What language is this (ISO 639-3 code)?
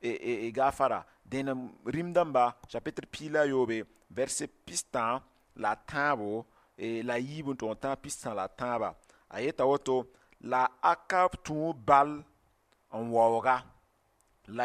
mos